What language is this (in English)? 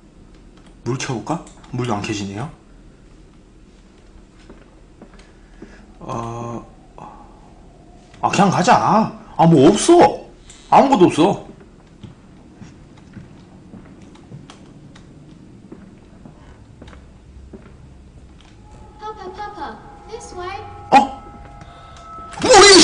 Korean